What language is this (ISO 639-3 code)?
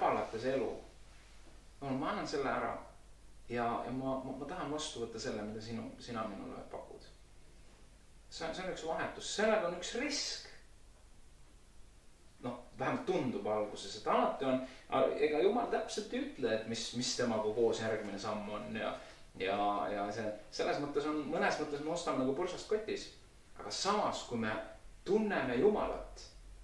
est